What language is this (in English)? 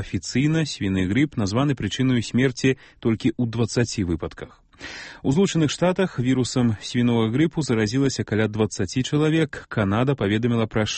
Belarusian